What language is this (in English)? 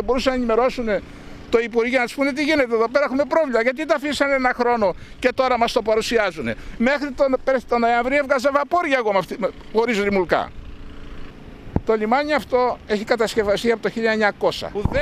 Greek